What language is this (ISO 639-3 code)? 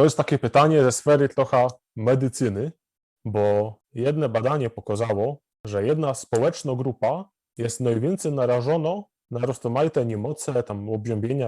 szl